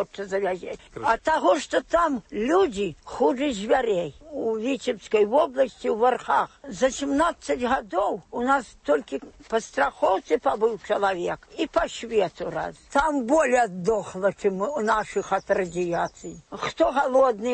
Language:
Belarusian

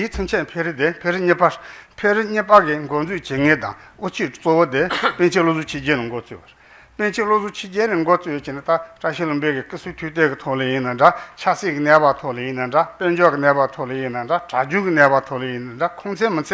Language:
Tibetan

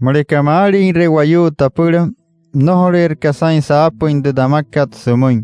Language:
Wayuu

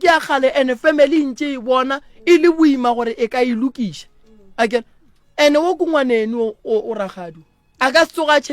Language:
Northern Sotho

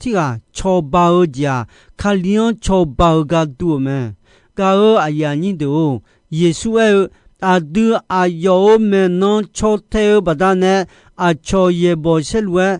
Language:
Akha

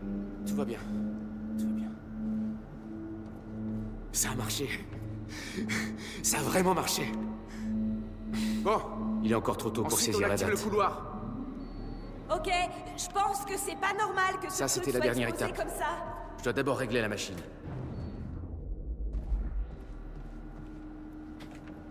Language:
French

